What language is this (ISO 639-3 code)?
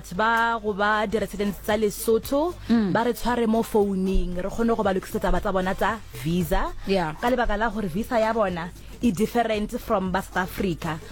sot